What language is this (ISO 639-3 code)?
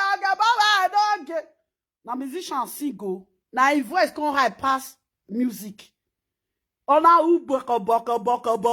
pcm